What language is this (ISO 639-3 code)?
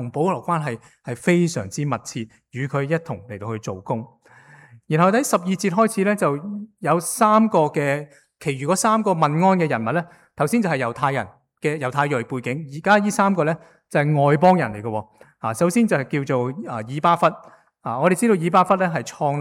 yue